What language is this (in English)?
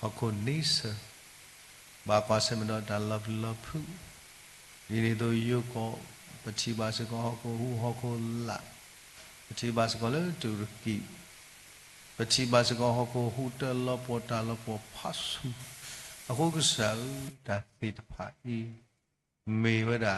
S'gaw Karen